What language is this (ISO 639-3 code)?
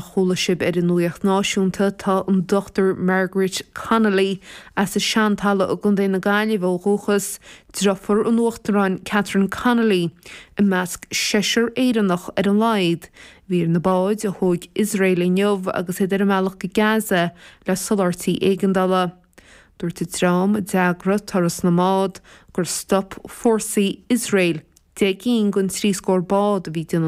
gle